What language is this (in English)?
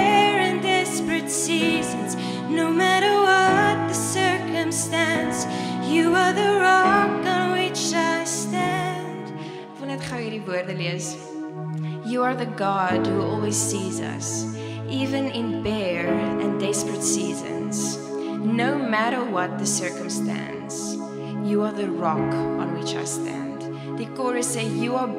Afrikaans